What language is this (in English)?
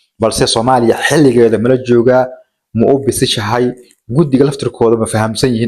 Somali